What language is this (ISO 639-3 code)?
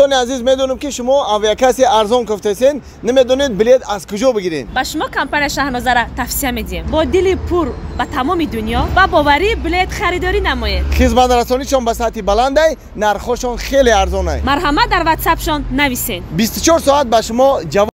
tgk